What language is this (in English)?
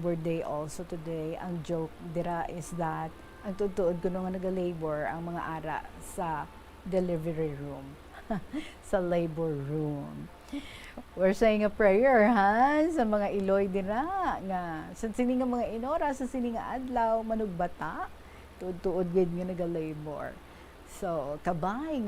Hiligaynon